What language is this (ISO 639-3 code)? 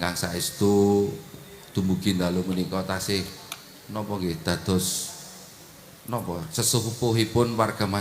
jav